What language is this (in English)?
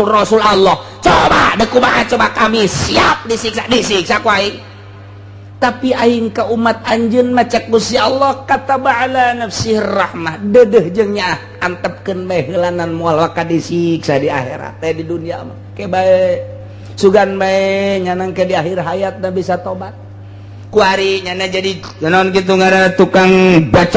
Sundanese